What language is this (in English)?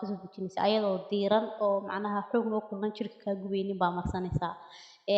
Somali